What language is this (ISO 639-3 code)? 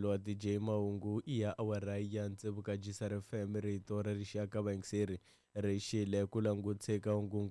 tso